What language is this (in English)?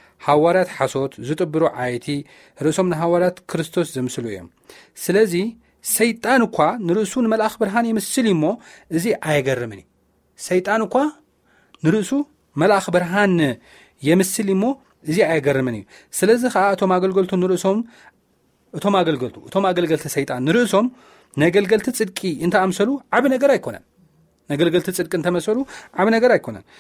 Tigrinya